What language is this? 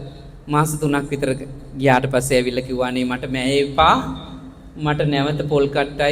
Sinhala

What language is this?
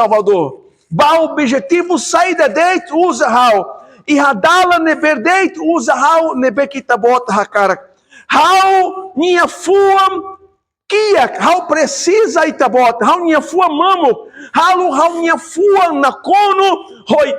Tetum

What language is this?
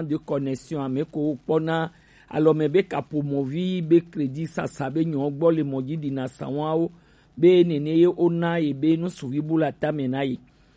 Gen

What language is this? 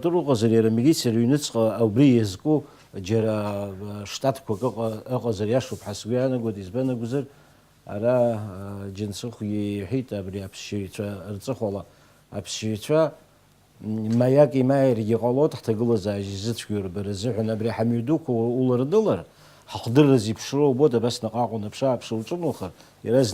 Abkhazian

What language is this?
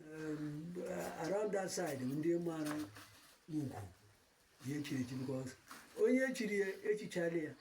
Igbo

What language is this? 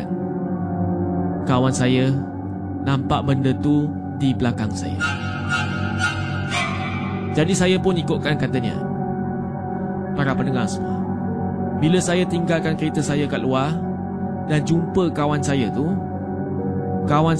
Malay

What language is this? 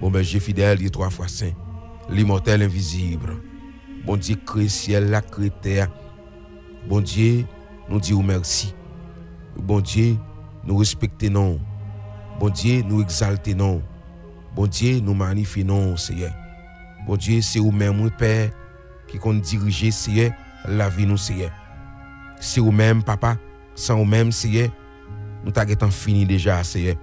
Haitian Creole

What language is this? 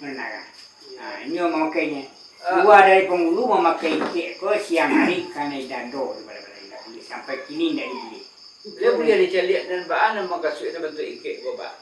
Minangkabau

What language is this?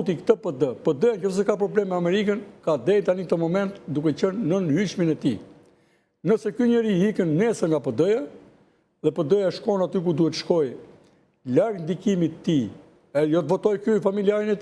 Albanian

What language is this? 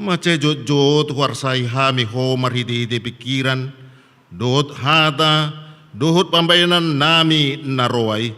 Batak Toba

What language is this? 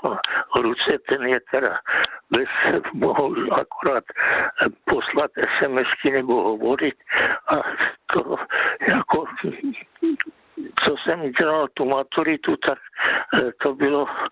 Czech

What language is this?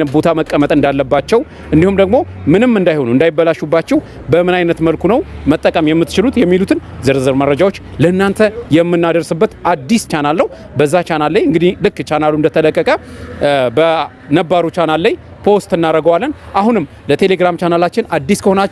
Amharic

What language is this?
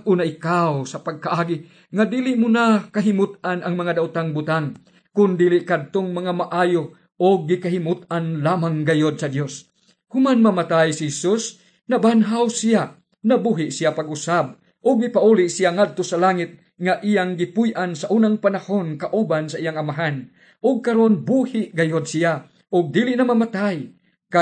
Cebuano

